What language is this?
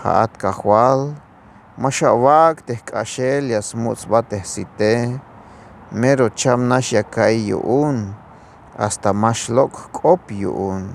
Tzeltal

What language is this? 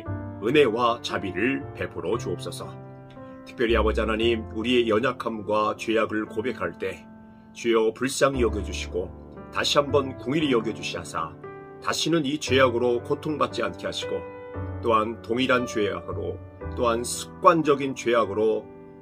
Korean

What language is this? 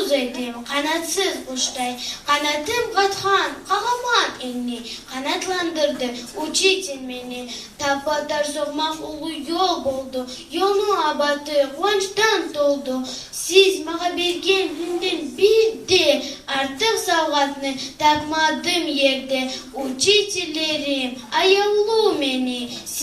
Kumyk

